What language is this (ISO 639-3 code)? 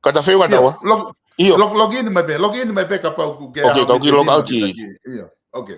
ton